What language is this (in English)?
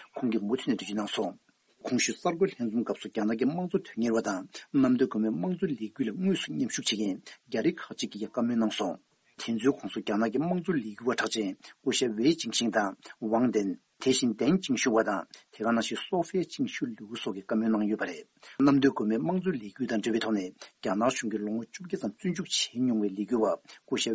Tibetan